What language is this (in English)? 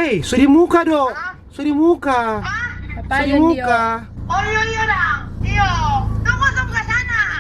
Manado Malay